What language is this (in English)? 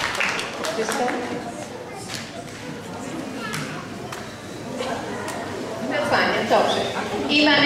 Polish